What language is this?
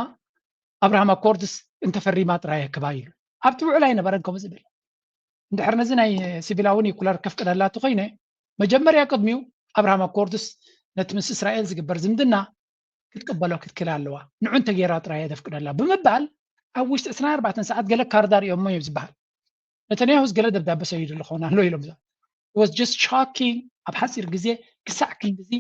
Tigrinya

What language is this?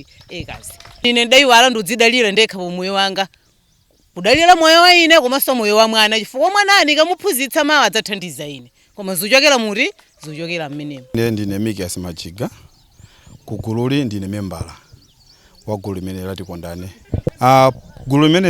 Nyanja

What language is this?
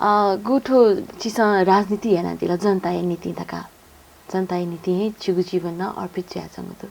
Newari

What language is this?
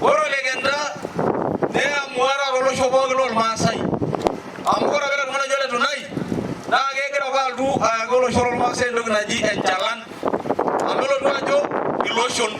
Masai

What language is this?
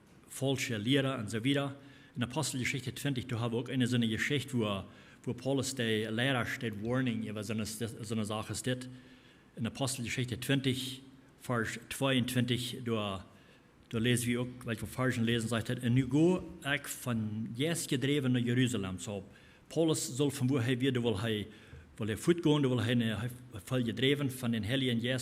Plautdietsch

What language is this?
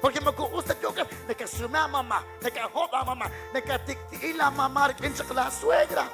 Kekchí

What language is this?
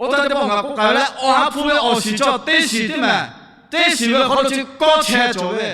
Lahu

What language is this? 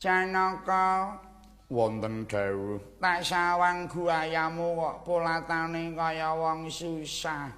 Javanese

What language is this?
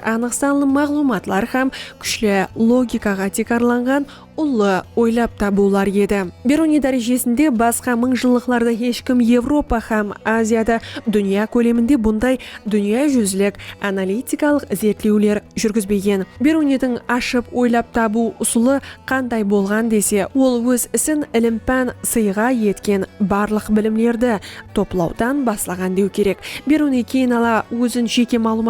Kara-Kalpak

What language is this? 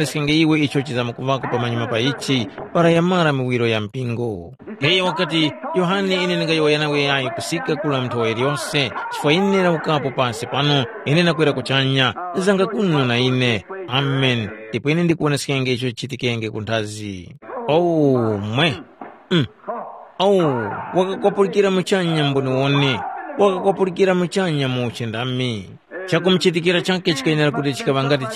Tumbuka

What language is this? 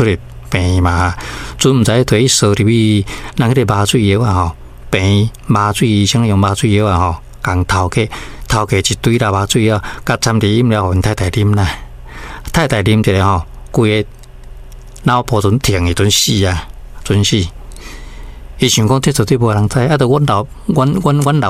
Min Nan Chinese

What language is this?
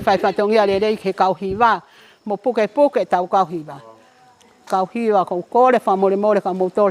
Tongan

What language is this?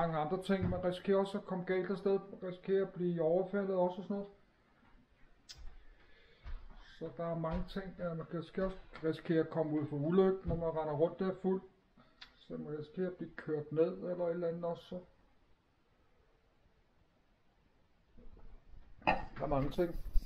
Danish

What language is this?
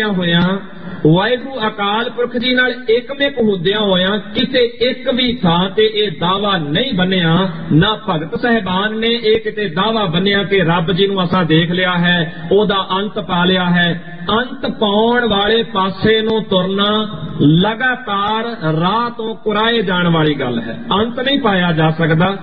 Punjabi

